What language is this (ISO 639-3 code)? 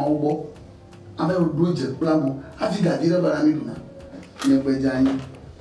ewe